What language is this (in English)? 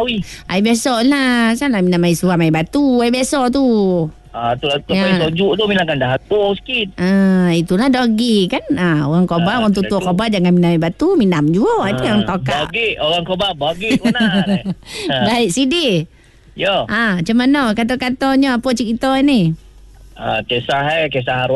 Malay